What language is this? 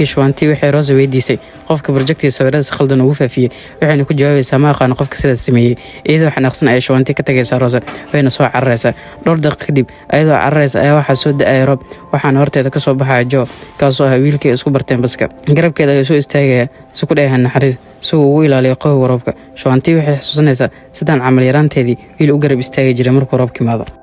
Somali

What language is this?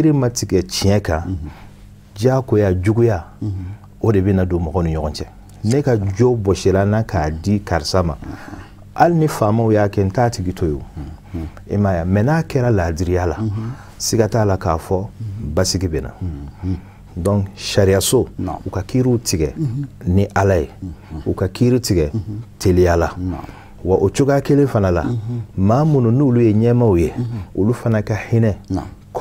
Bambara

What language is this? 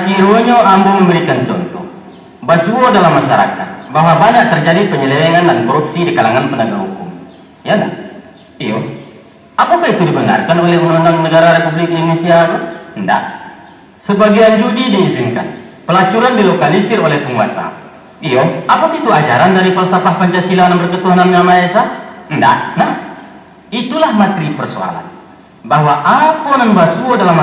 Minangkabau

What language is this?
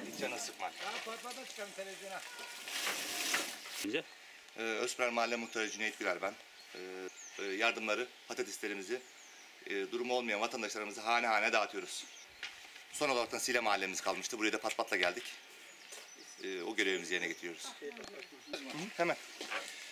Turkish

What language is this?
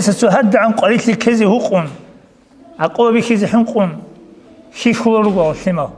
Avaric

